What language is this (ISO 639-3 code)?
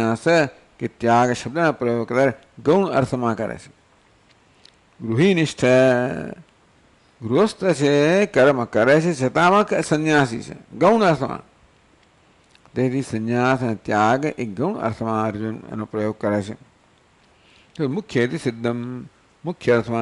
guj